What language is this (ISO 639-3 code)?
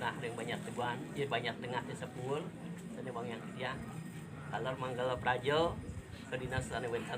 ban